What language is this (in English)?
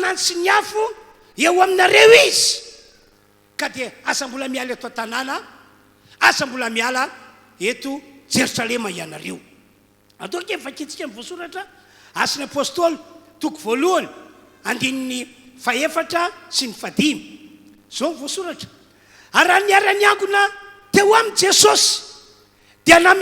Malagasy